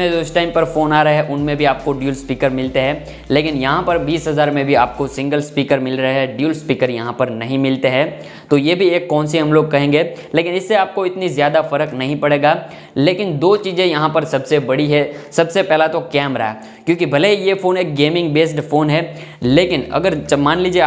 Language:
Hindi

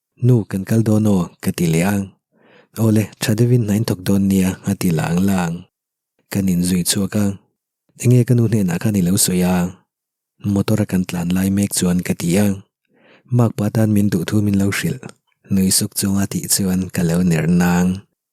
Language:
Mizo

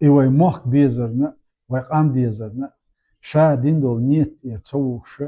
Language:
Chechen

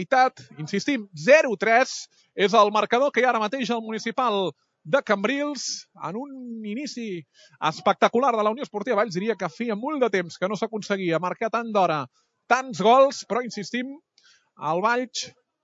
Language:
Catalan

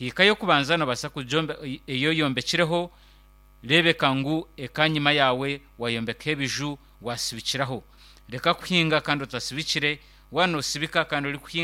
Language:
Nyankole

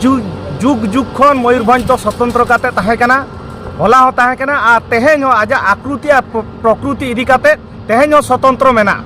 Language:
Santali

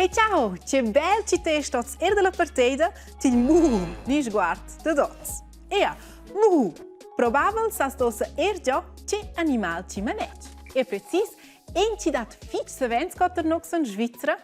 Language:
Romansh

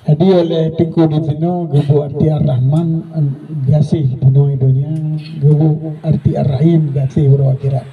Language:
Achinese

